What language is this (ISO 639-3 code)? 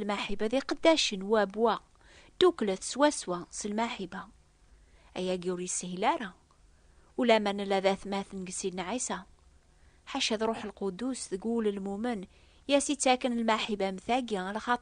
kab